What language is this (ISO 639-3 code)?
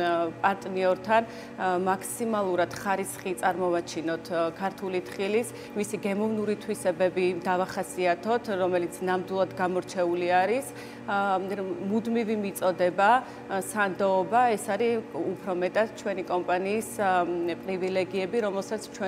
kat